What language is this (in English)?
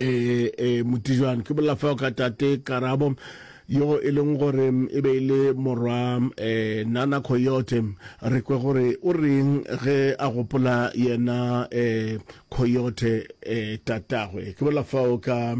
Northern Sotho